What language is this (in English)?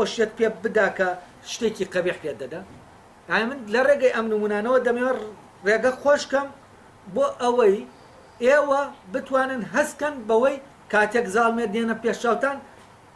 Central Kurdish